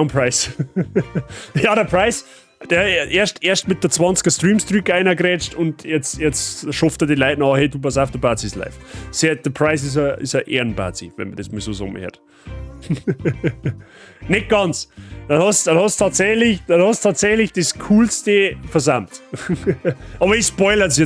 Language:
Bavarian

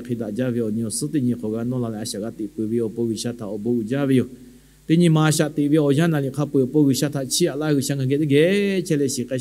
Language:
Lahu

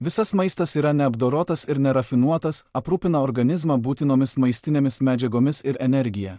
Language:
Lithuanian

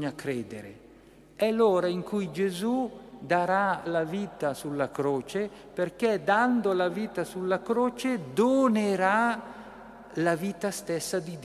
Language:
Italian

